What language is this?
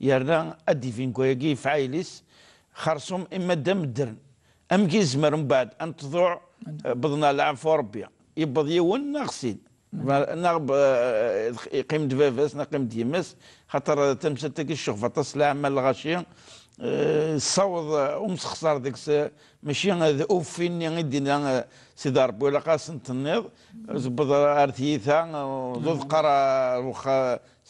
Kabyle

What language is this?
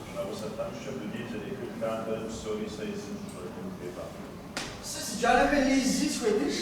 Kabardian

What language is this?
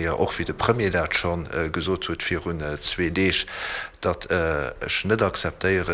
Luxembourgish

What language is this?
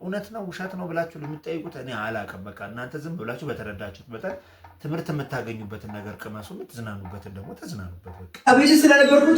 Amharic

